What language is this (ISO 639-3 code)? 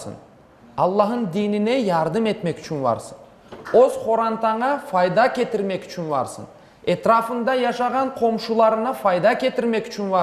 crh